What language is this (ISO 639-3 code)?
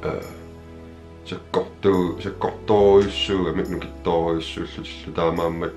kal